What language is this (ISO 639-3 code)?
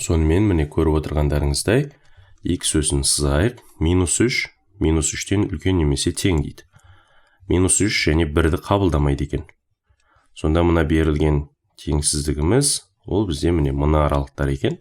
kaz